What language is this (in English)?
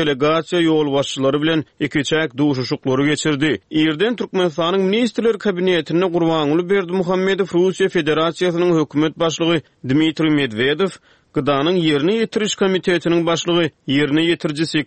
Turkmen